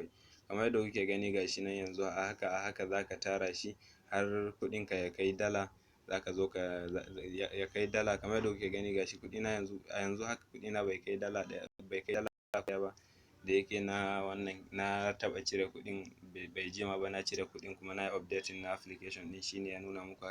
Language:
Hausa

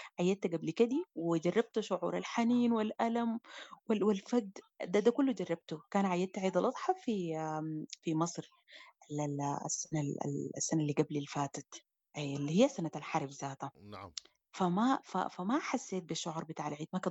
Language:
Sudanese Arabic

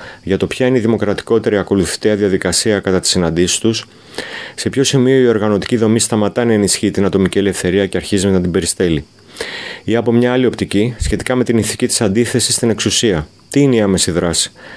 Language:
Greek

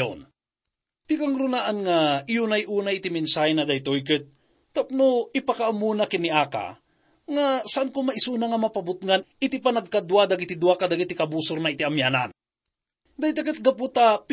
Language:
Iloko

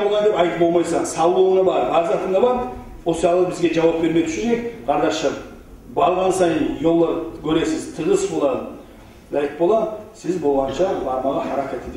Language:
Kumyk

